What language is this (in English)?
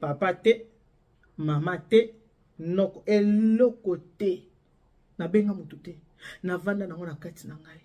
Lingala